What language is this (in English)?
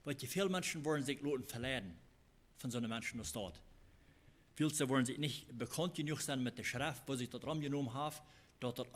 Plautdietsch